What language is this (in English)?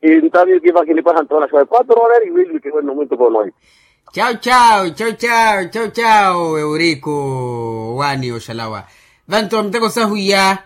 Makhuwa